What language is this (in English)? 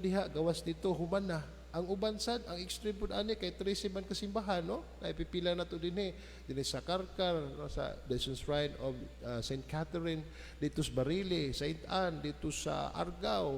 Cebuano